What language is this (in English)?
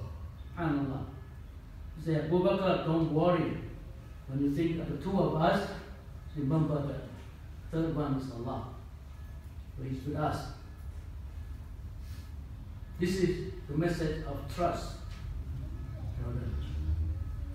English